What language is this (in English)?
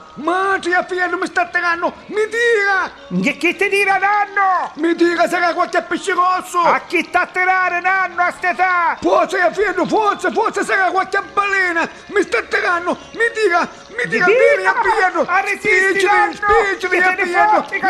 Neapolitan